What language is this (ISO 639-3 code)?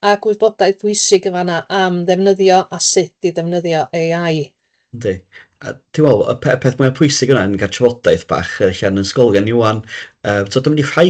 cym